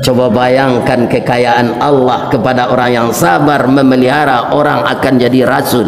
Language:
Minangkabau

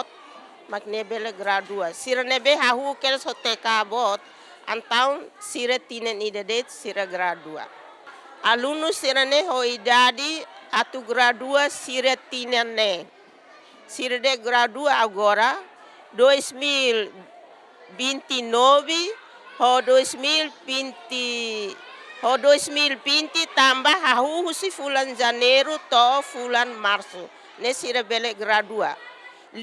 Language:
Tetum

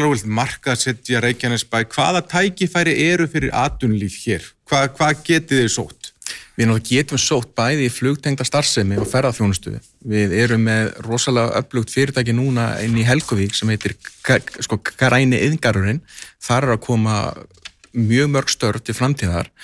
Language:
Icelandic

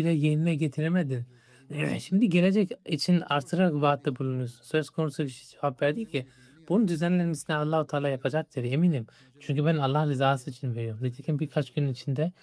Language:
Turkish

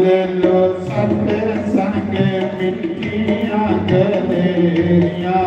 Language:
Dogri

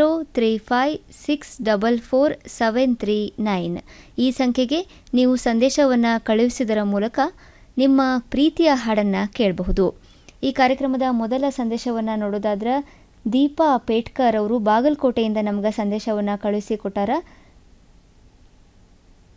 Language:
Kannada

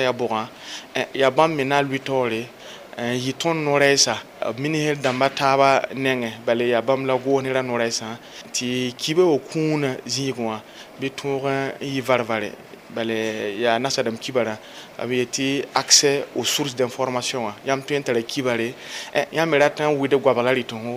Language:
Mossi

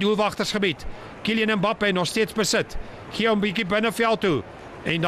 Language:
Afrikaans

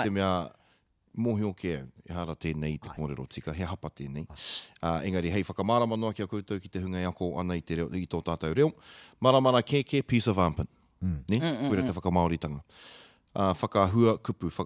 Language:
Māori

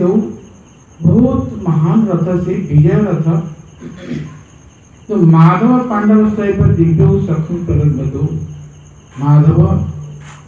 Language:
Odia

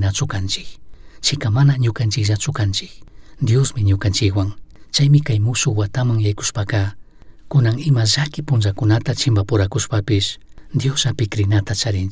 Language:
Chimborazo Highland Quichua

